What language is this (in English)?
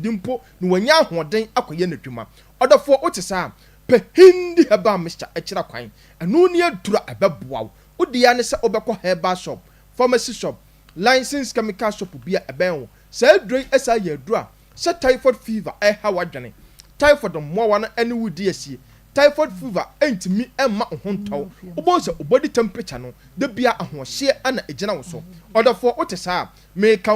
Akan